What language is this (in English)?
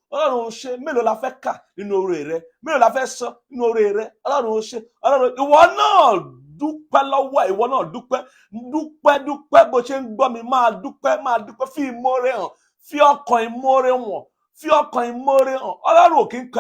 Yoruba